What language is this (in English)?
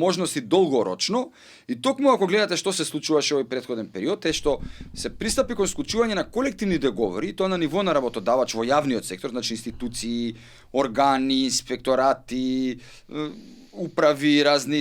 Macedonian